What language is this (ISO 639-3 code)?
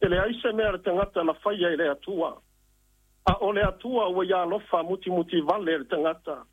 smo